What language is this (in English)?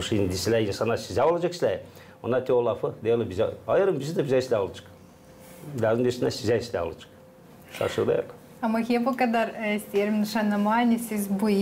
Gagauz